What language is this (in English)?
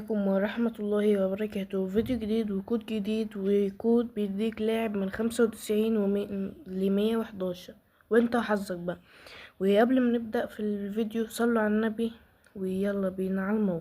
Egyptian Arabic